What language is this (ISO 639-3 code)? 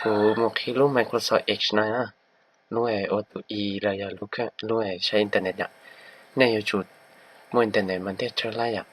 hmn